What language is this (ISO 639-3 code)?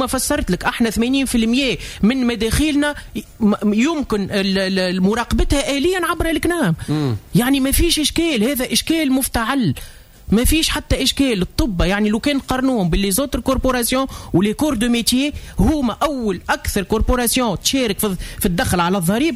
aeb